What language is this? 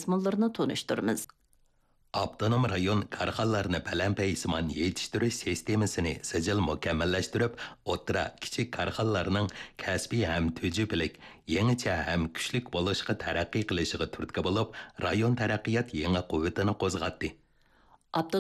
Uyghur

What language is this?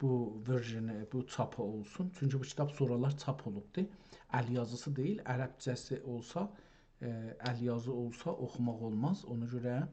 South Azerbaijani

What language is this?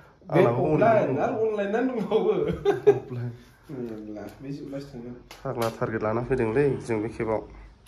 Bodo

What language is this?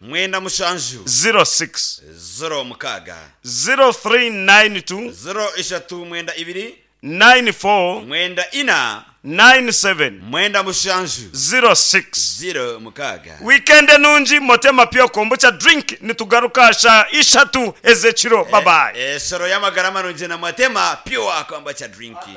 Nyankole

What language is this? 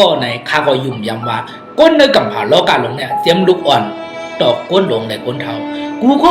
Shan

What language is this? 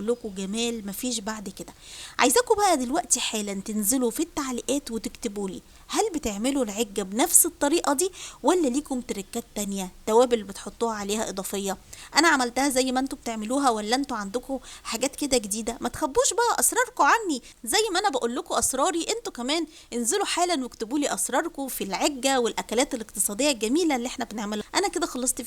Egyptian Arabic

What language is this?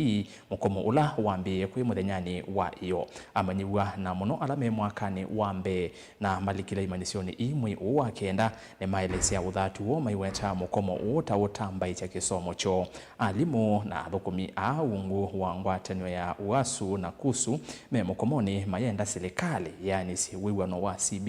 Kamba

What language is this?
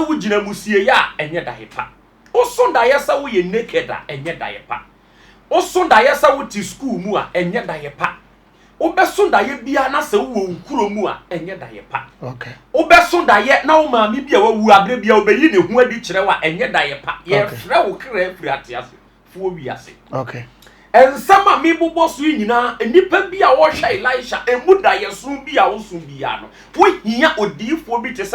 Akan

